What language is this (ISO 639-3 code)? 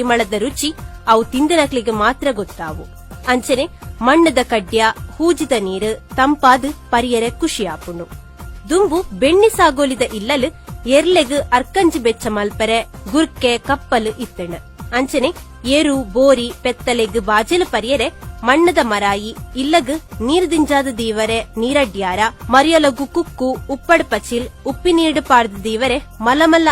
tcy